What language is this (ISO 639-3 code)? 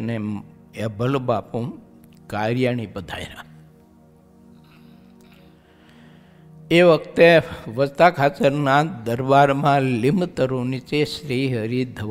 guj